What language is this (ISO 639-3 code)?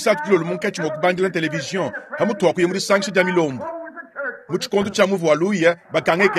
lua